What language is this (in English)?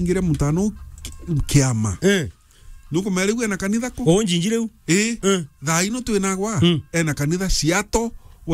Meru